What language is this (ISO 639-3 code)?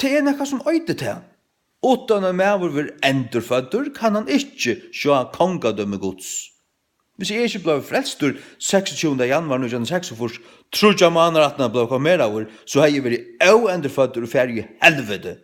fao